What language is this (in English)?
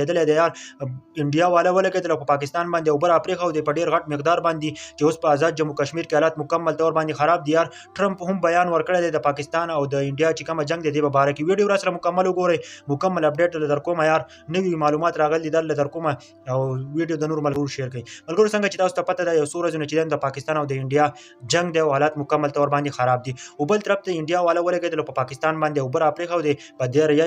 Pashto